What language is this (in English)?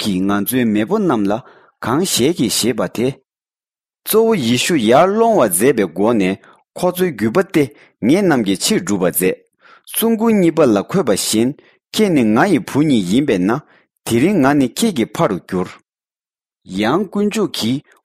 Tibetan